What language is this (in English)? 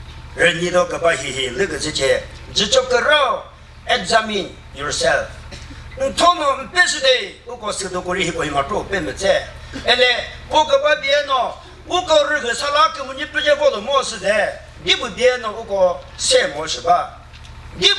Chokri Naga